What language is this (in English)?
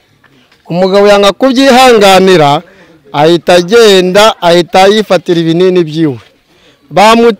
Kinyarwanda